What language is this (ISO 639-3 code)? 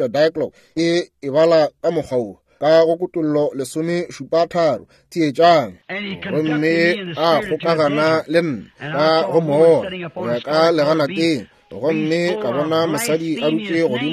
nso